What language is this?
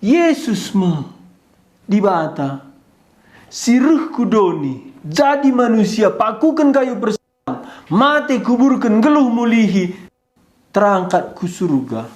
Batak Karo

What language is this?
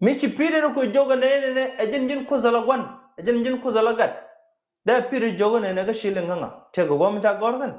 Nuer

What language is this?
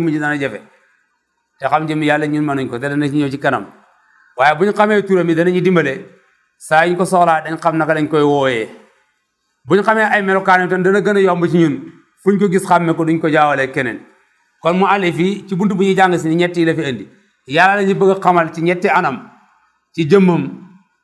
Wolof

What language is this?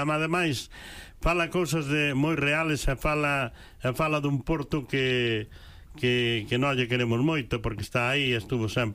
Galician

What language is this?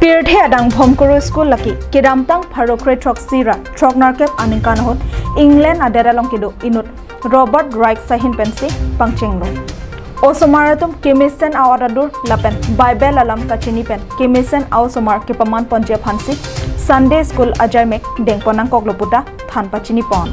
Karbi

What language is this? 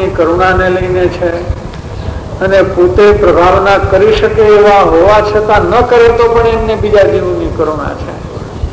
Gujarati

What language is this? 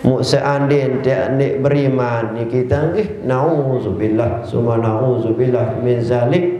Sasak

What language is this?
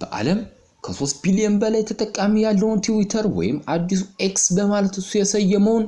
Amharic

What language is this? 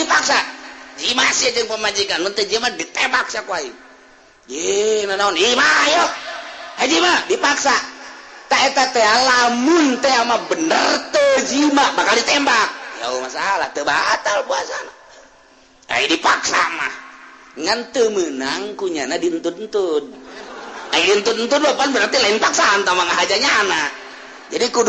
Sundanese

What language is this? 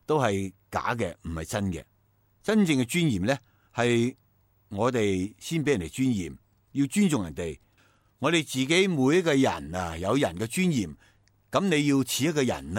Cantonese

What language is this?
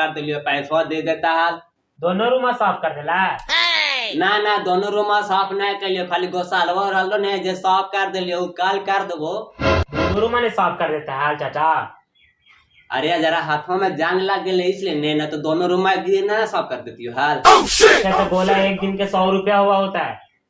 Magahi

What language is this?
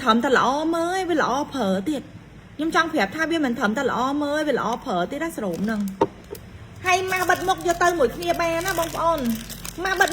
Khmer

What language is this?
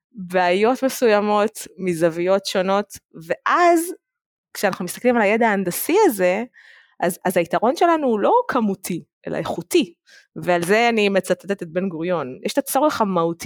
Hebrew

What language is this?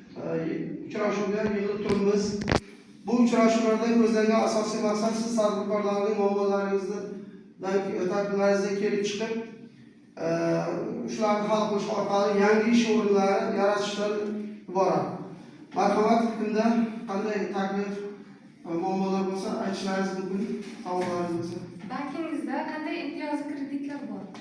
Uzbek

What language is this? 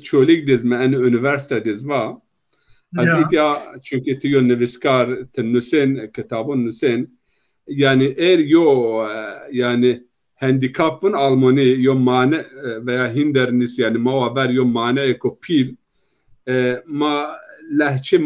Zaza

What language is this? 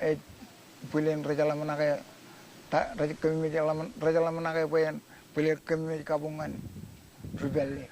Marshallese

